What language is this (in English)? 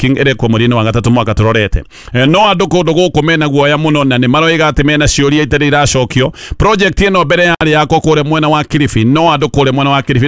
Kikuyu